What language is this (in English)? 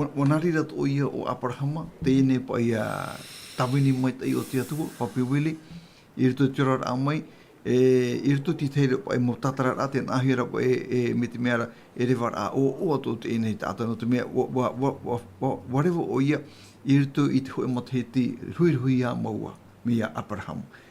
Tahitian